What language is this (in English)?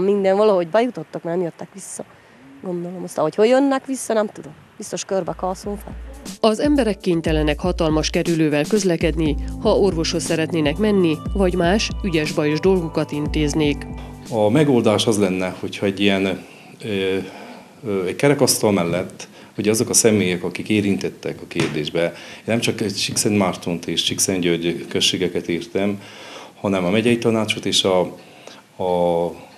Hungarian